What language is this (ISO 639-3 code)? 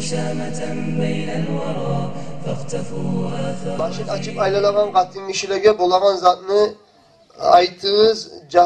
kum